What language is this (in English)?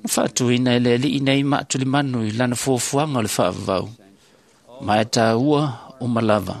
Samoan